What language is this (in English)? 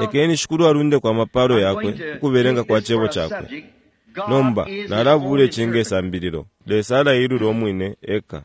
Bemba